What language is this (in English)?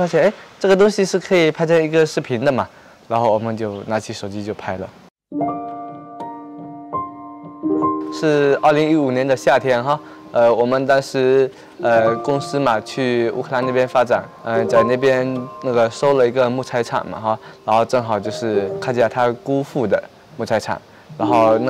Chinese